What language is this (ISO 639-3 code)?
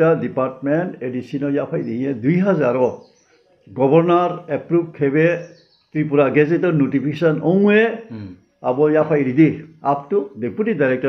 ria